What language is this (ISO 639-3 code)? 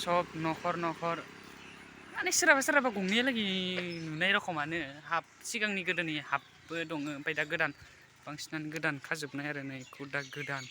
brx